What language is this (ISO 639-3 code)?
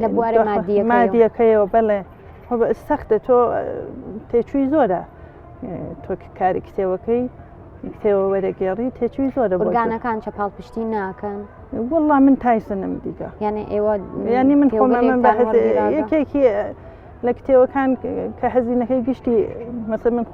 ckb